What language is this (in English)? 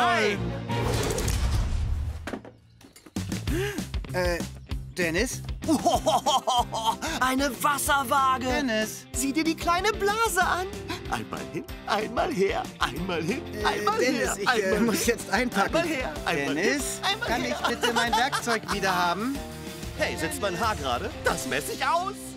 German